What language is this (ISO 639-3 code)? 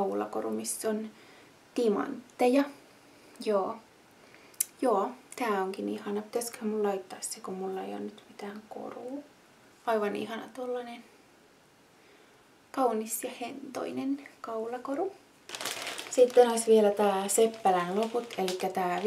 fin